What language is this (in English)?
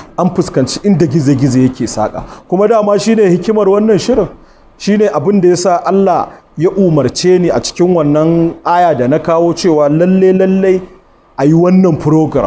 Hausa